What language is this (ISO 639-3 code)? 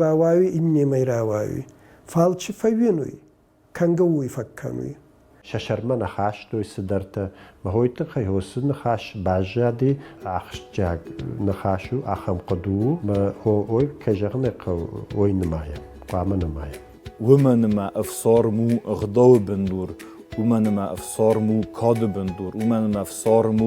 oss